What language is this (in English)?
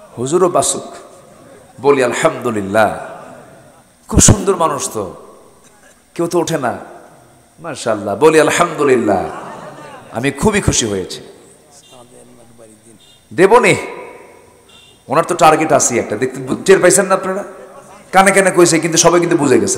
Bangla